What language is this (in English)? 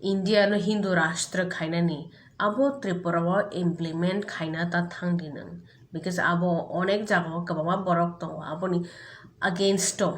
Kok Borok